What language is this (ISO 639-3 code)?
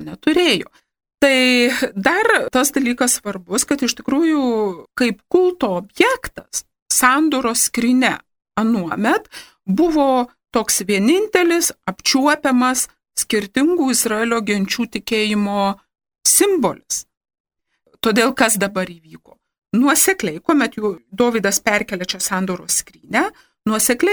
lit